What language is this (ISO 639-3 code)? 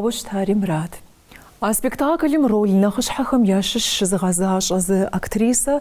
kbd